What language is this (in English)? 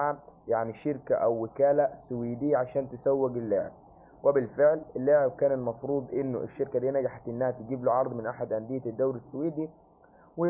Egyptian Arabic